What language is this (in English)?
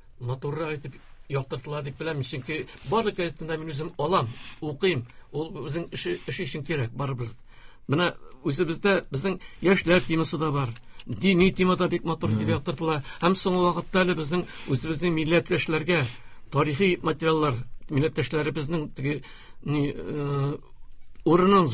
Tatar